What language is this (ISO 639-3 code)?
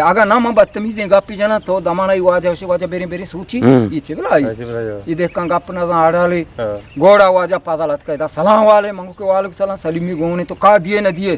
bgp